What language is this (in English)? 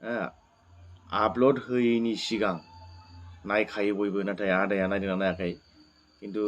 Bodo